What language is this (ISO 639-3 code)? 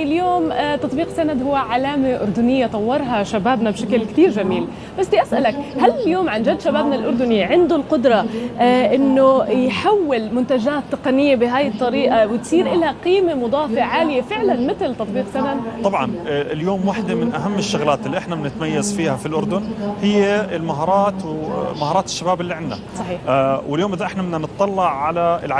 apc